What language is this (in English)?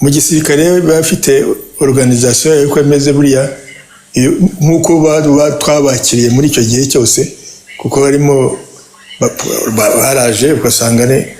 Kinyarwanda